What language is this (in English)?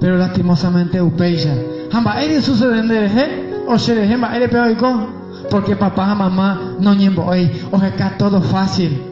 Guarani